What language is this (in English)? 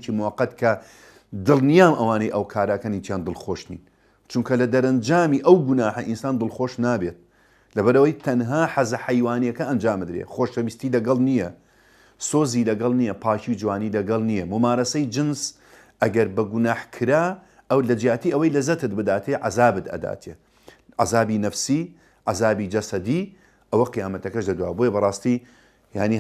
Central Kurdish